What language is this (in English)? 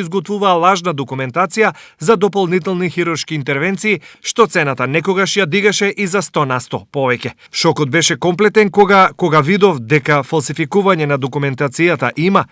Macedonian